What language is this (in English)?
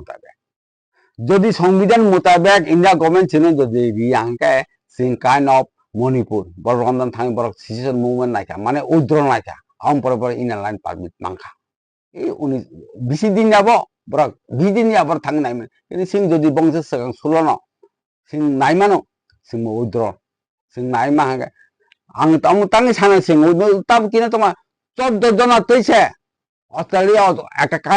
Kok Borok